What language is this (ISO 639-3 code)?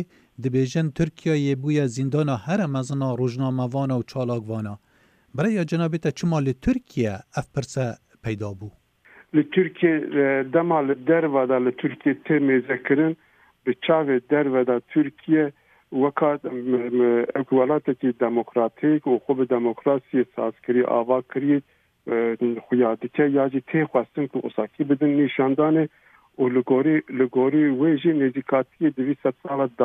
kur